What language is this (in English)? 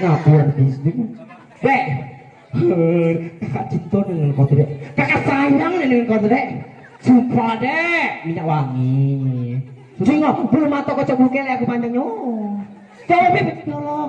Musi